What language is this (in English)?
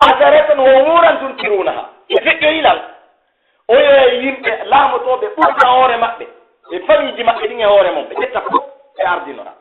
Pular